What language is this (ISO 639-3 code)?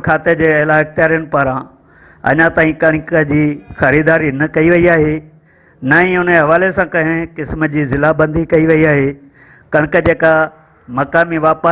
snd